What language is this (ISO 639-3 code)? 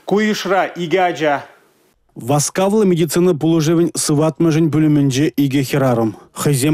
chv